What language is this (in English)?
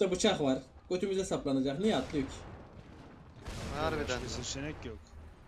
Turkish